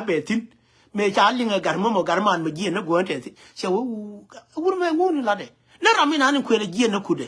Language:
Nuer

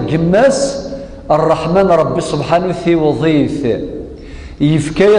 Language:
Kabyle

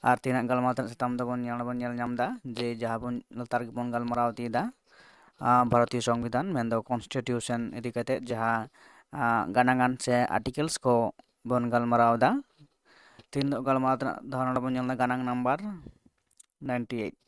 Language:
Santali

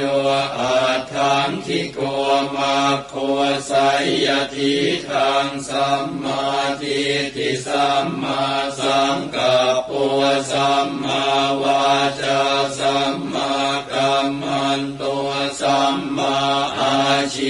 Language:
Pali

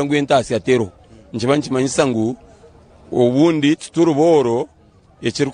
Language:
Nyankole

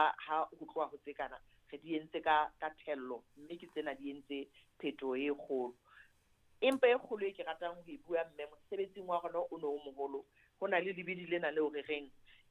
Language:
Southern Sotho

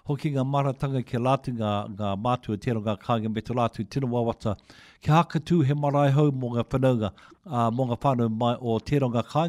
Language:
Māori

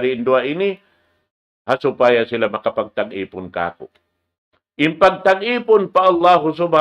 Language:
Tausug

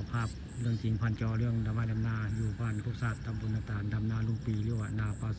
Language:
Northeastern Thai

